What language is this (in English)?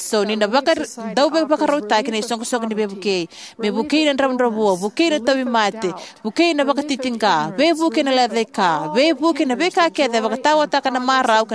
Fijian